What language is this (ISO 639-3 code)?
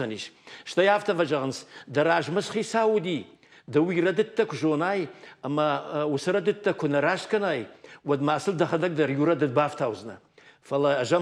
oss